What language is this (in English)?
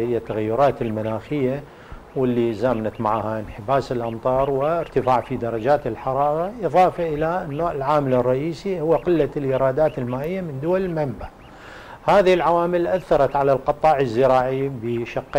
Arabic